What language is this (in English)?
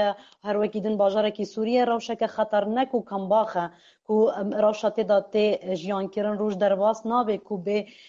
Kurdish